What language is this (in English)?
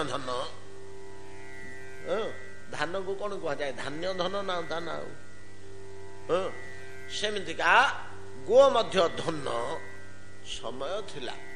Odia